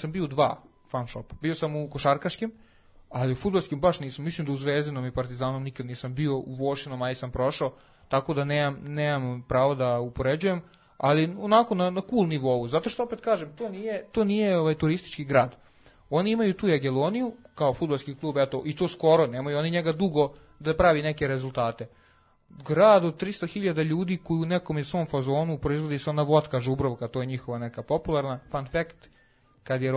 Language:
Serbian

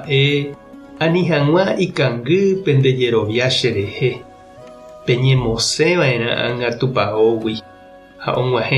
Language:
Guarani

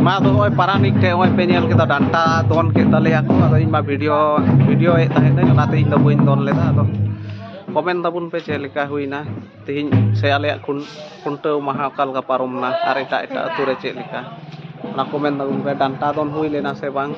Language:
Santali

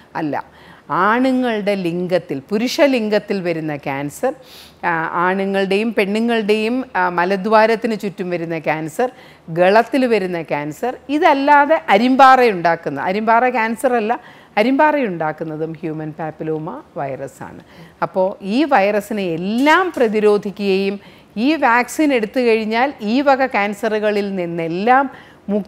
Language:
Malayalam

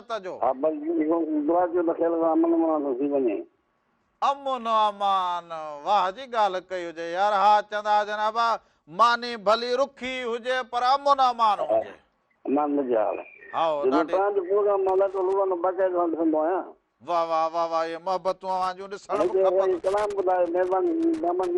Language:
Sindhi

